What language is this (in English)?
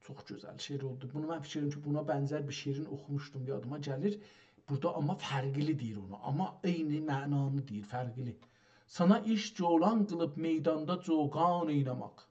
South Azerbaijani